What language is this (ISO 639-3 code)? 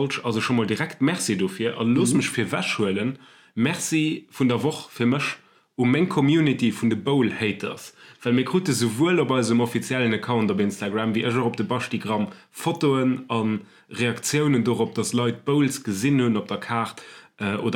ltz